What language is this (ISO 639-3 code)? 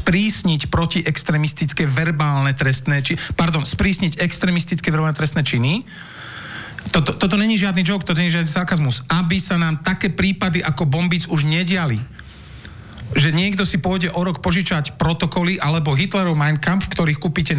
slk